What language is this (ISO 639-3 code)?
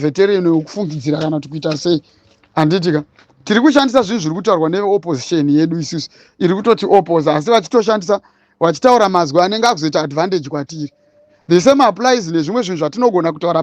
sna